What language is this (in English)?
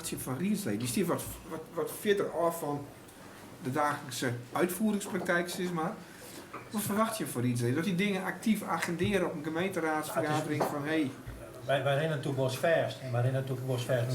Western Frisian